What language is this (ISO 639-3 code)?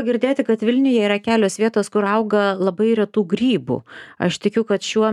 lit